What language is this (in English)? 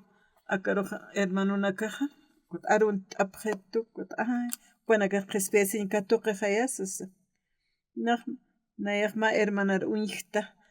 Aymara